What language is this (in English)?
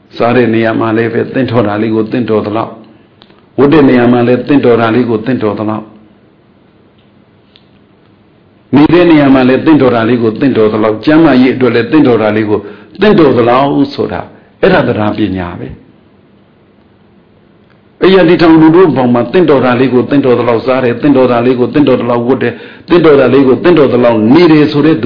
Burmese